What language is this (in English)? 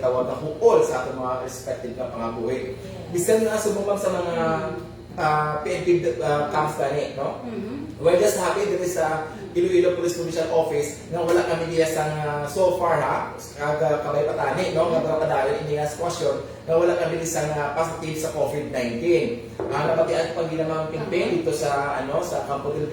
Hiligaynon